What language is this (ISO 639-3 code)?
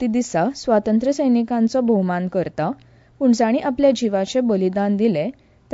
kok